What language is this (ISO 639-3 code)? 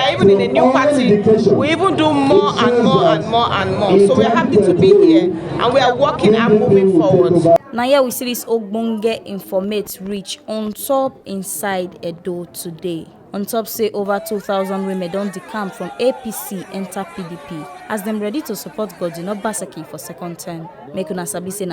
pcm